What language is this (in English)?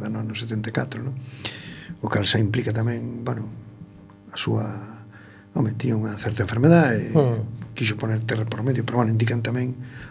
Galician